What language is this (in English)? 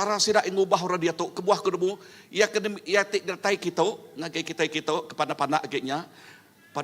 Iban